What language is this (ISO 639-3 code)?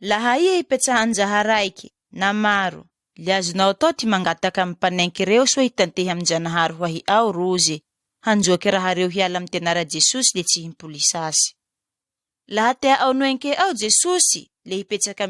mlg